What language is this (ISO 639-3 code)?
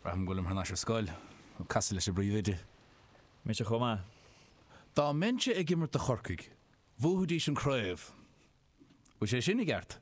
gle